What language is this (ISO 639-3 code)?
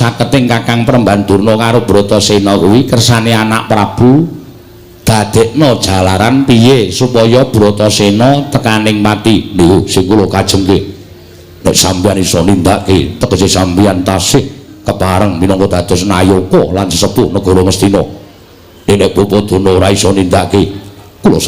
jav